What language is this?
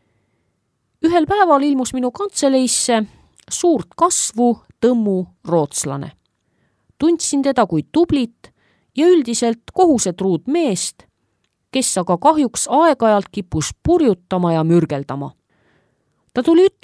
Estonian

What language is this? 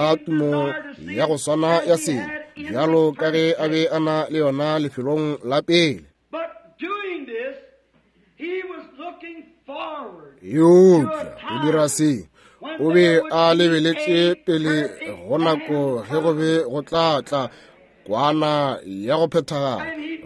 Northern Sotho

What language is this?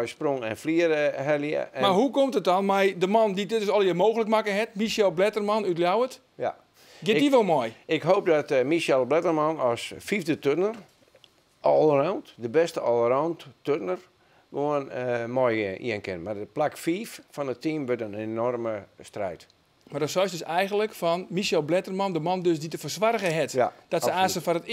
Western Frisian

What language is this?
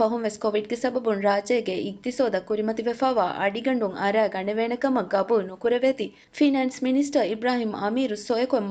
Divehi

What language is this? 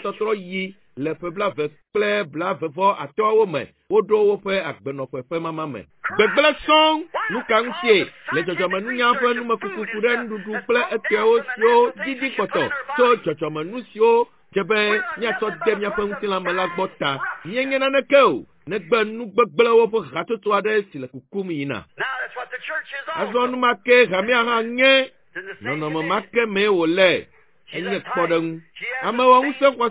Ewe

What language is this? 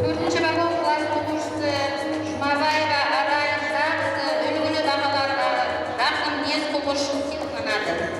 Kara-Kalpak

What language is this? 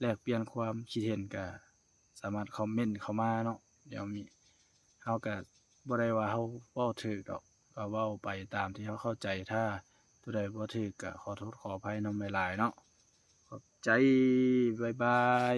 Lao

